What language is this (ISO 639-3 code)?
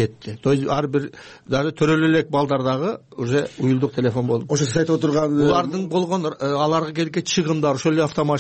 kir